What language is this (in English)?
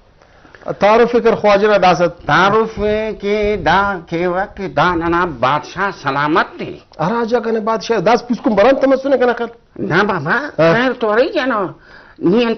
Brahui